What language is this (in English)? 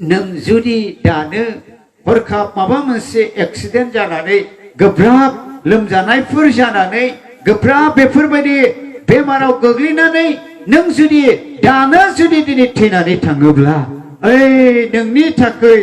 Bodo